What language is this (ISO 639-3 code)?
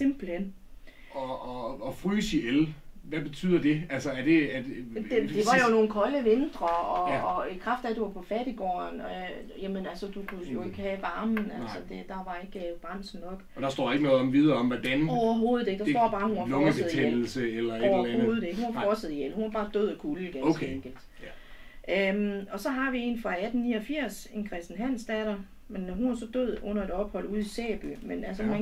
dan